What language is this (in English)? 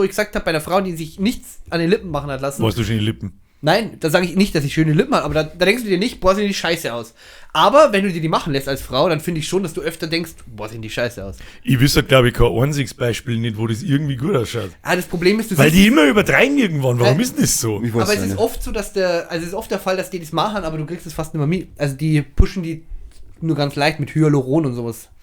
Bavarian